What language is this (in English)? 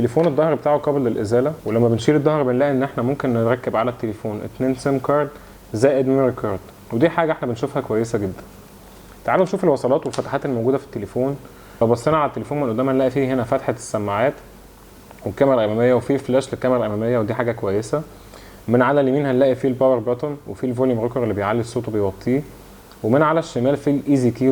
Egyptian Arabic